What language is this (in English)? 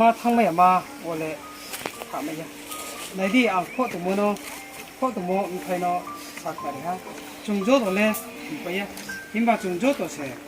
Riang (India)